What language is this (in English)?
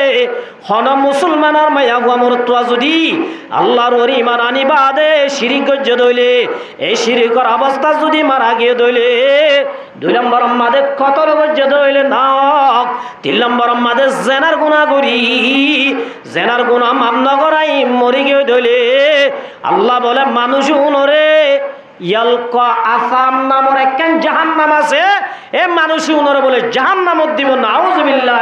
Rohingya